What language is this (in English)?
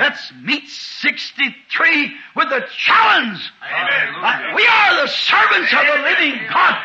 Tumbuka